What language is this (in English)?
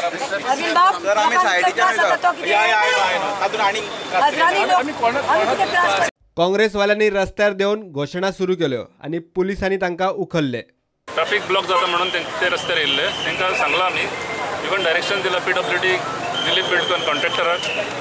Konkani